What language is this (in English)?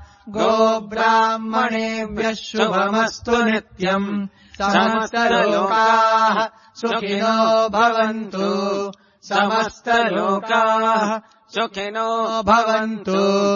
Sanskrit